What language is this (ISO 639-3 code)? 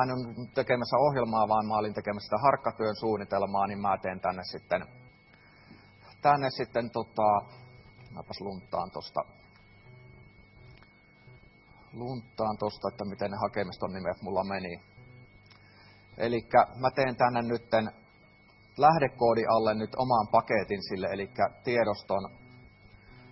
fin